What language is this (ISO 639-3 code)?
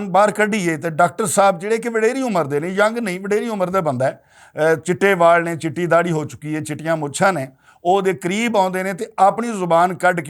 lah